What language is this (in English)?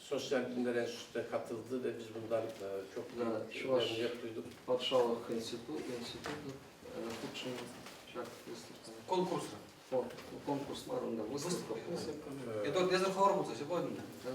Chuvash